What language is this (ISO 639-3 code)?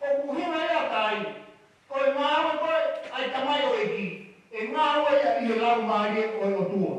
ton